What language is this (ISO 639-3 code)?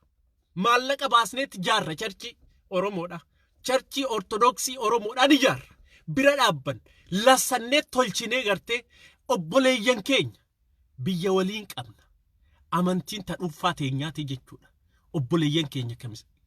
orm